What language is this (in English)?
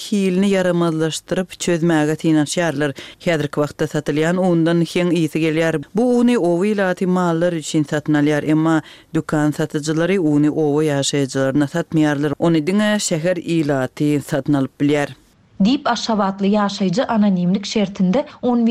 Turkmen